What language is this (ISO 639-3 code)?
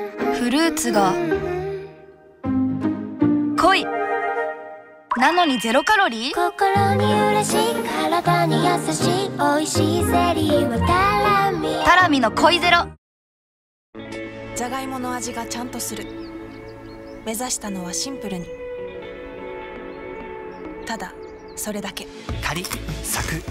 jpn